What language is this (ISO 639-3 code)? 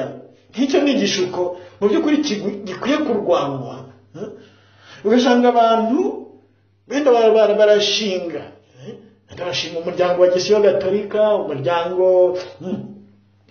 kin